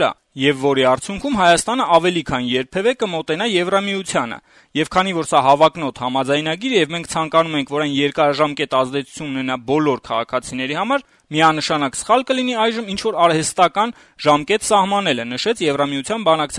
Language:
Armenian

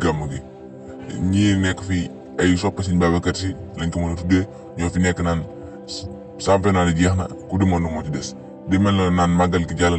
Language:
Wolof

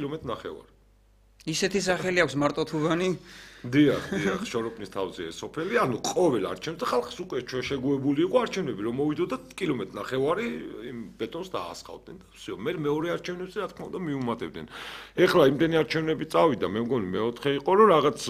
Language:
Georgian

